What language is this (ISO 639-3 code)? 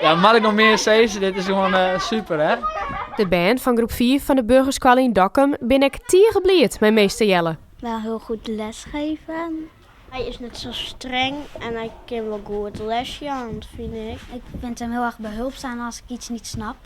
fry